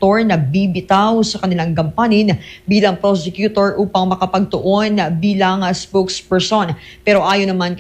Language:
Filipino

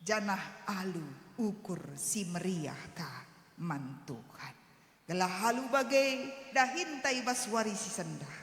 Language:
Batak Karo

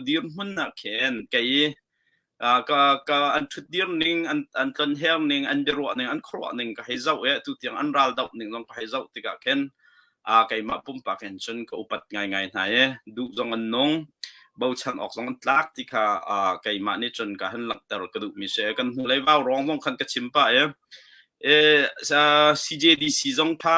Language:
Hakha Chin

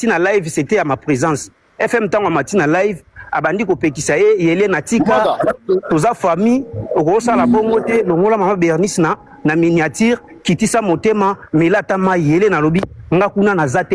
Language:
Lingala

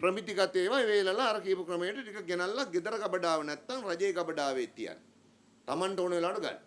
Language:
Sinhala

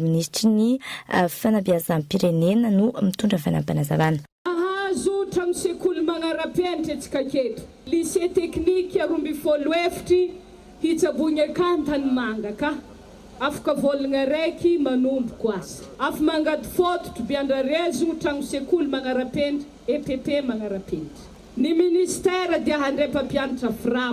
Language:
Malagasy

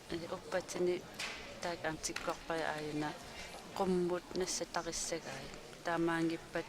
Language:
Kalaallisut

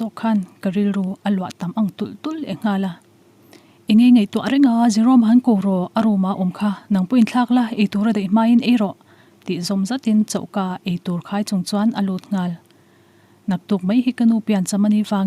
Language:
Mizo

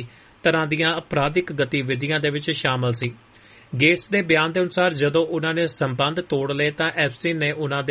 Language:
Punjabi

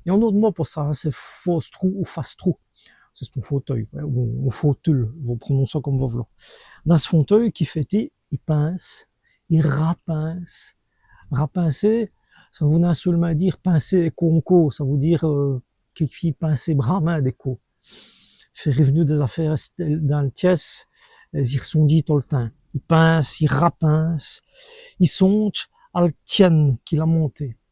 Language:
Walloon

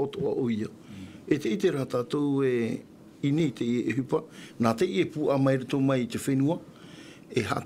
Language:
Tahitian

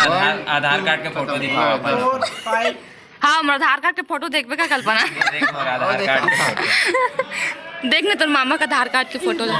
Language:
Chhattisgarhi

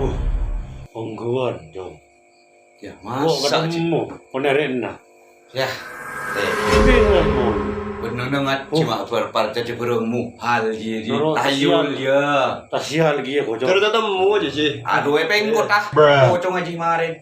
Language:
Madurese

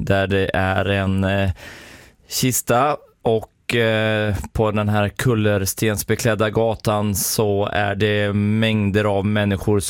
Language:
Swedish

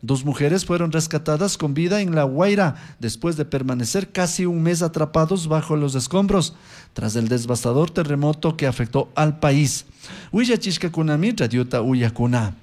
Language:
Chimborazo Highland Quichua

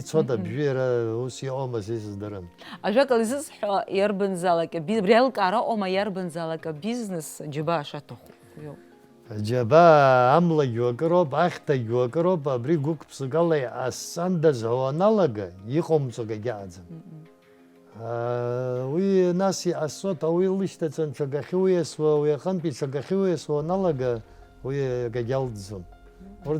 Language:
Abkhazian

